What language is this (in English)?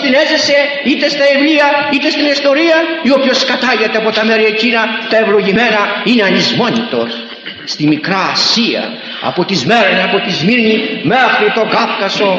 Greek